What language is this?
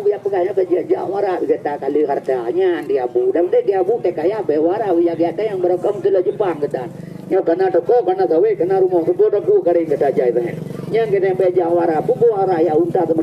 Achinese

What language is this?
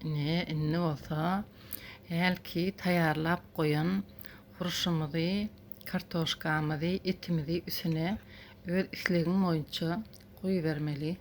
Turkmen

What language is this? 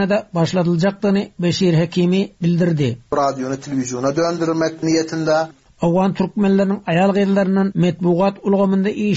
Turkmen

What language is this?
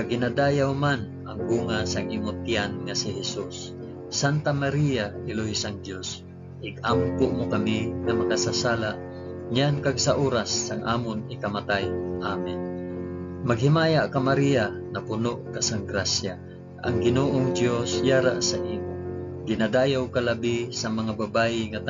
Hiligaynon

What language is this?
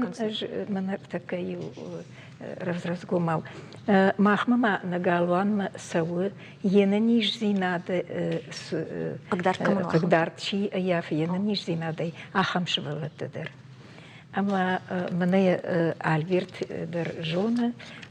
Ossetic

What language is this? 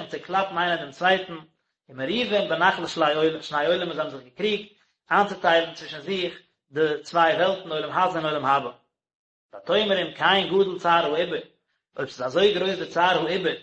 Yiddish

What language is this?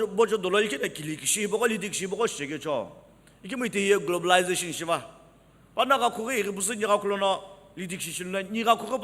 Sumi Naga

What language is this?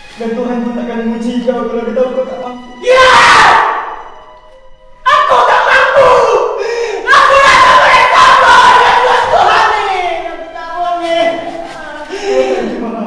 Malay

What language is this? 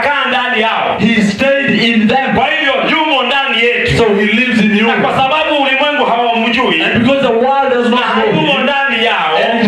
Swahili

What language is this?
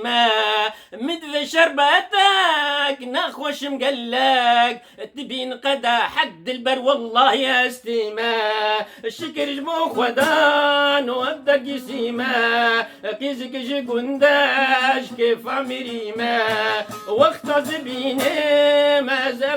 Kurdish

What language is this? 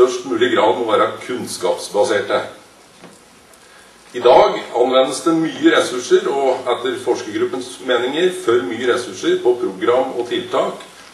Norwegian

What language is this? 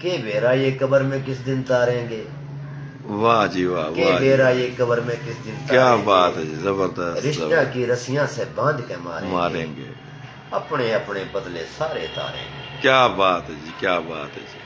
Haryanvi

